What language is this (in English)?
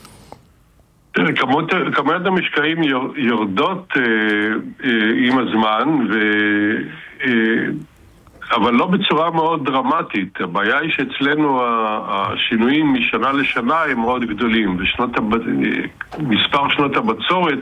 Hebrew